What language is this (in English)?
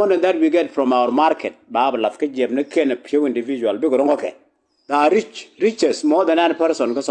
Nuer